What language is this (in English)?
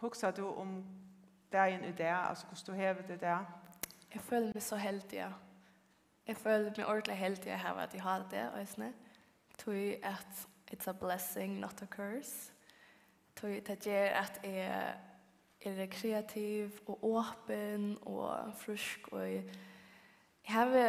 Faroese